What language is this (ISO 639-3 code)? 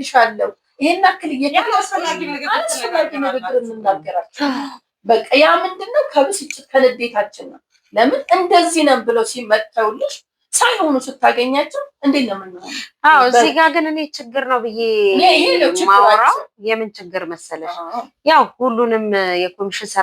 amh